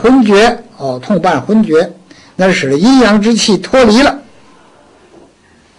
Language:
Chinese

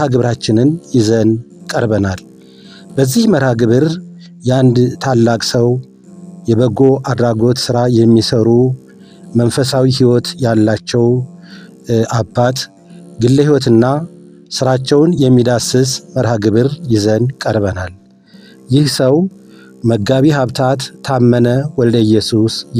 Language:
Amharic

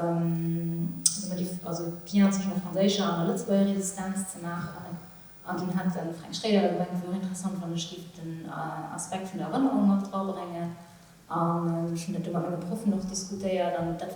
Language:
Luxembourgish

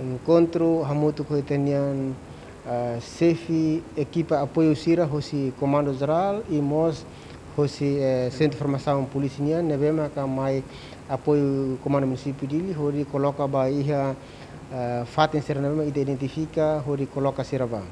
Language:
Tetum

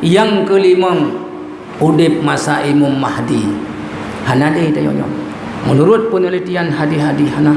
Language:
Achinese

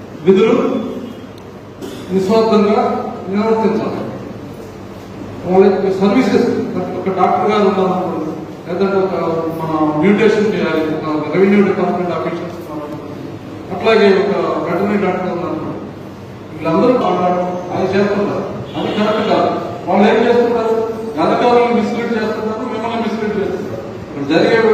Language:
Telugu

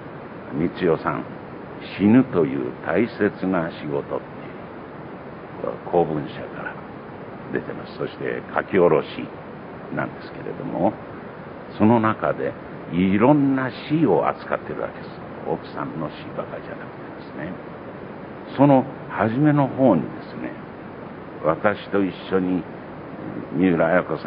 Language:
Japanese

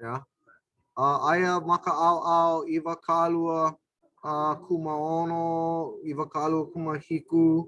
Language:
Hawaiian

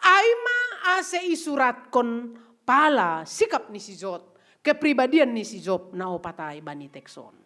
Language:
Batak Simalungun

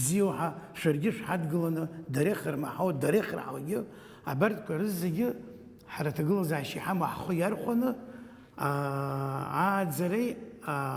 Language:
Abkhazian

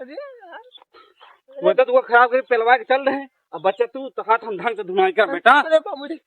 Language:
Awadhi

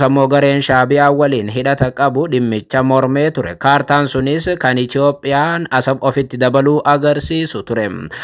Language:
Oromo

